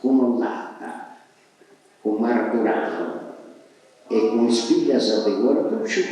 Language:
Sardinian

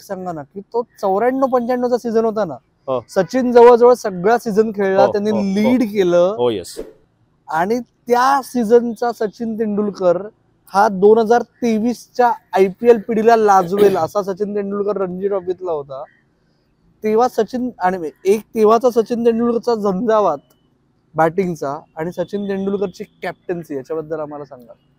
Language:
Marathi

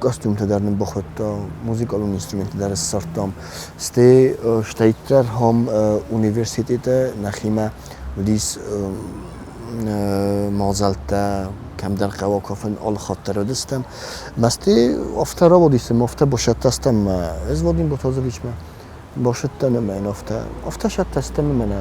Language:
Ossetic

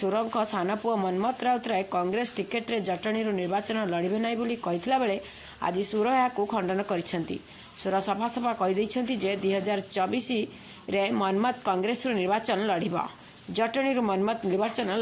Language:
Odia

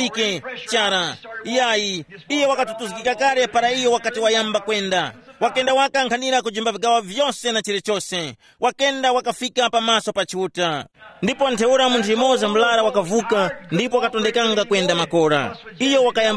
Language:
Tumbuka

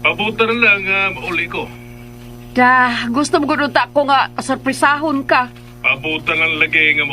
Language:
Cebuano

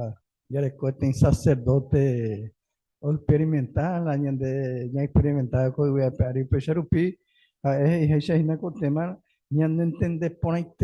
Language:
Guarani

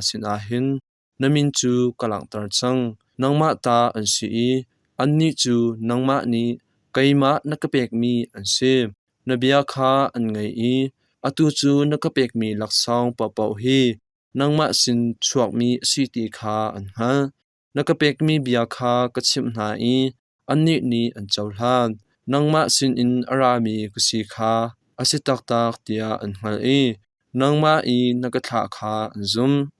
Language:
Hakha Chin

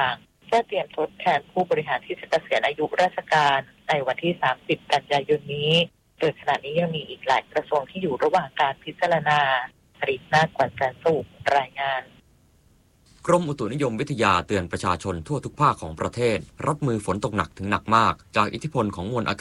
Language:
Thai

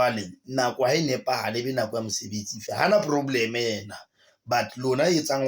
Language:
Southern Sotho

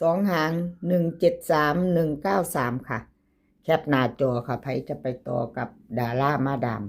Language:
Northeastern Thai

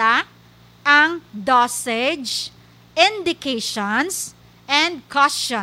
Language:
Hiligaynon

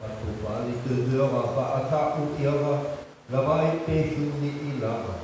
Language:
Nias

